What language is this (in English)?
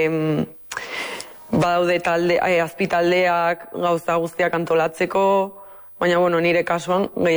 Basque